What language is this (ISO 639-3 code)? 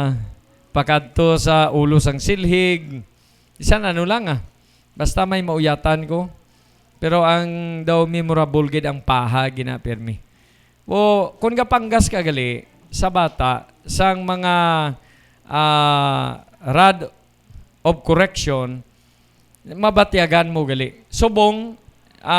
hil